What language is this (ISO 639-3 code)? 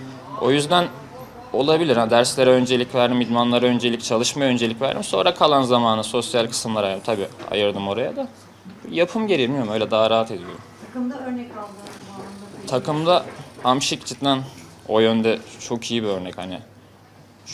tur